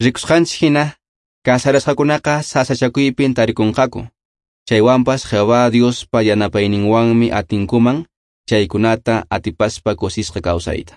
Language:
Quechua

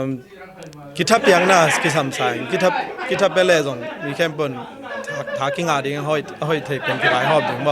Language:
Tedim Chin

